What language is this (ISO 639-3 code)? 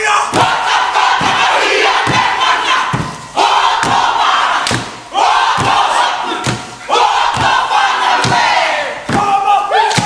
mri